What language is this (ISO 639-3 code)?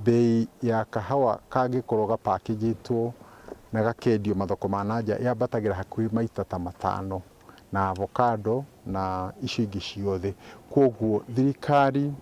mer